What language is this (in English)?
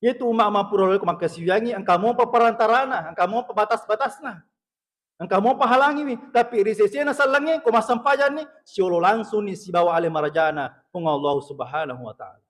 Buginese